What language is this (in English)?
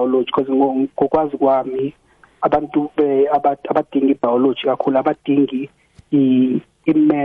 South Ndebele